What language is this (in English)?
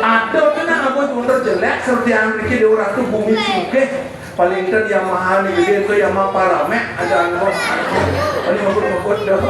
Balinese